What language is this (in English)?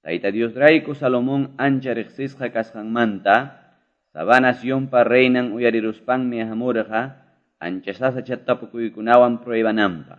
Quechua